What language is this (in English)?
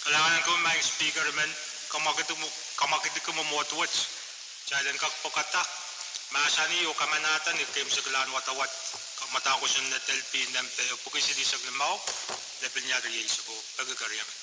Pohnpeian